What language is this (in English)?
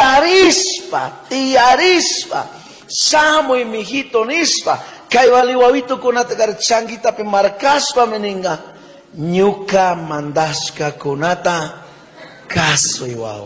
Chimborazo Highland Quichua